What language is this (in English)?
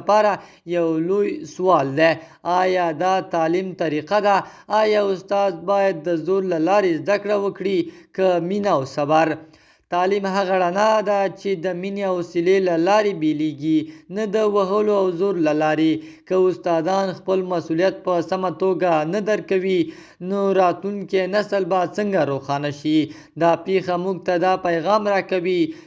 Pashto